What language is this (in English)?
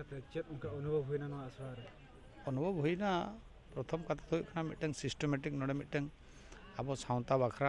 Santali